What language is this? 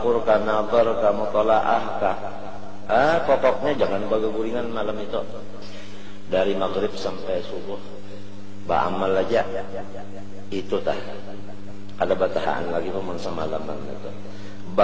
Banjar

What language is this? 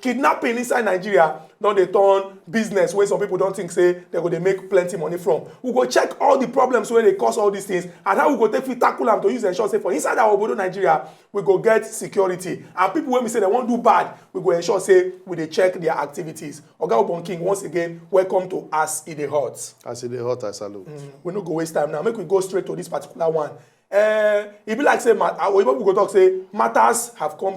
Nigerian Pidgin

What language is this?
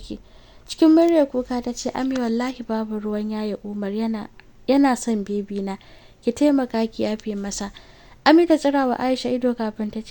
Hausa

